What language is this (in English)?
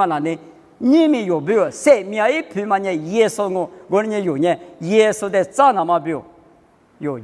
Lisu